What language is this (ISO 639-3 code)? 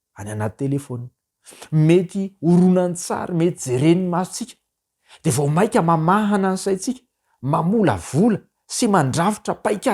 mlg